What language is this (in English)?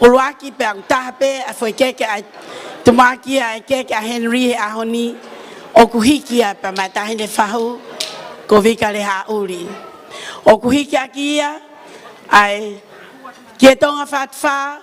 Tongan